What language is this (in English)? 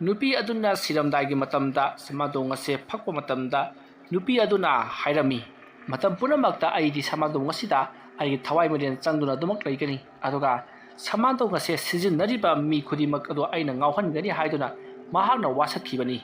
Manipuri